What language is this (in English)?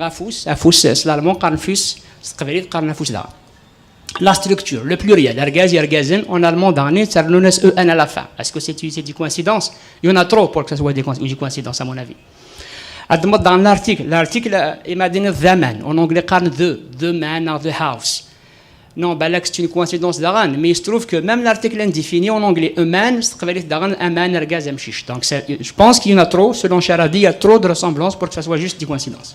Kabyle